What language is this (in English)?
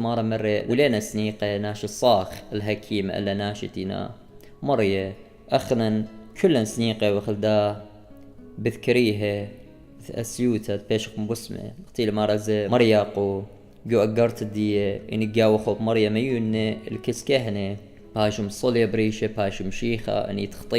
Assyrian Neo-Aramaic